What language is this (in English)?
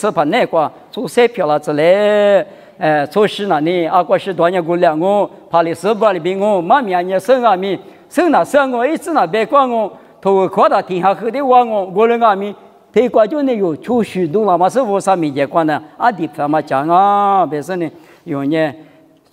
Lisu